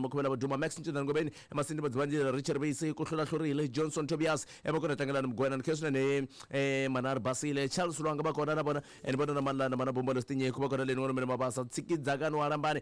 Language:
Tsonga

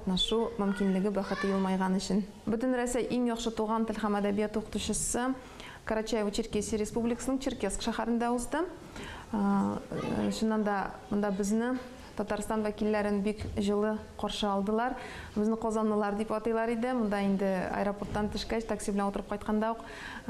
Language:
Tatar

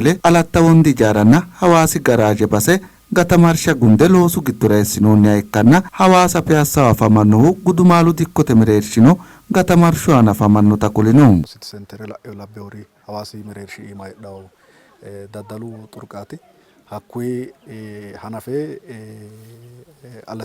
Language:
Sidamo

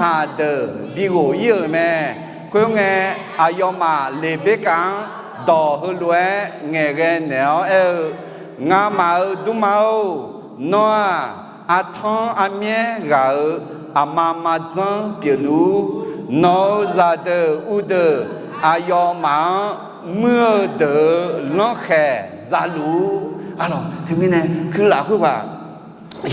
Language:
Akha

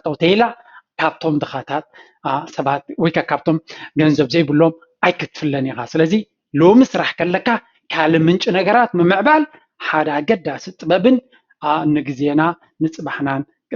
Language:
Tigrinya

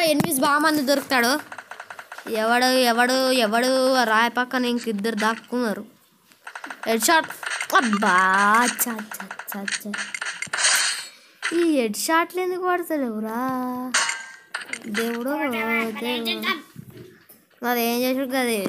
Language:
Telugu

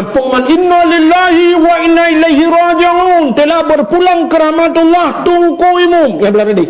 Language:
Achinese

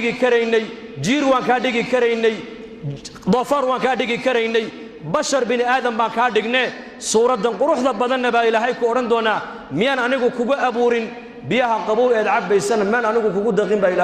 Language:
Somali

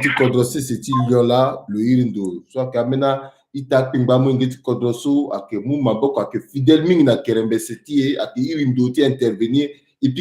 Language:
Sango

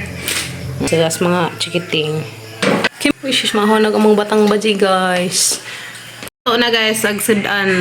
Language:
Cebuano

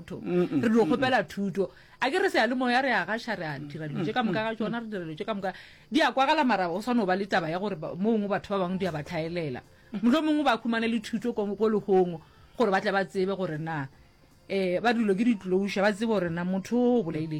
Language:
Northern Sotho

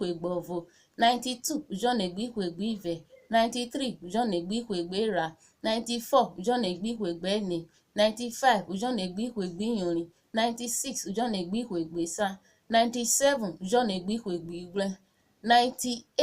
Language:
Urhobo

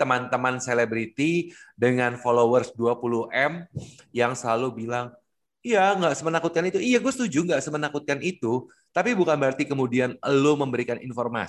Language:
Indonesian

